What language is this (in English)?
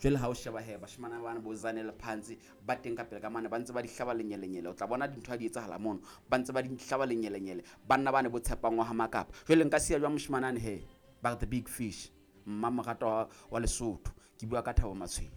Southern Sotho